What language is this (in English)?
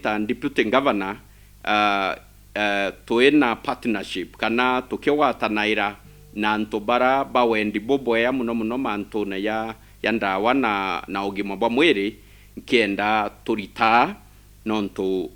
Meru